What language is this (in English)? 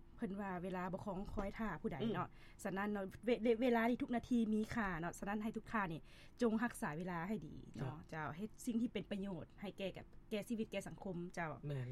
Lao